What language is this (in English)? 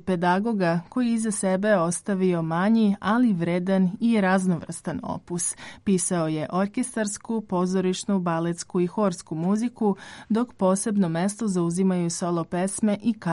Serbian